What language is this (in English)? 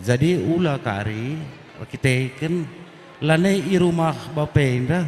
Batak Karo